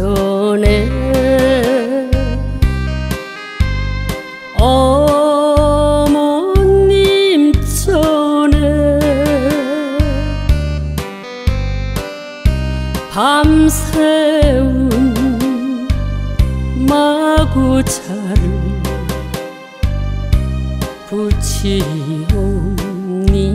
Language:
Korean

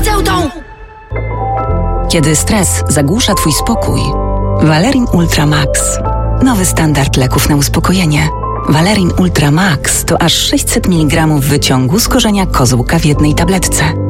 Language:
Polish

